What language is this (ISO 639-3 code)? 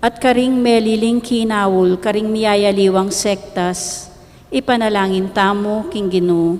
pam